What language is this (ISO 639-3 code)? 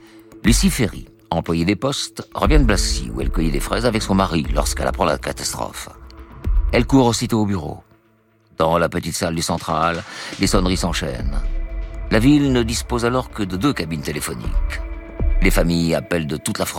fra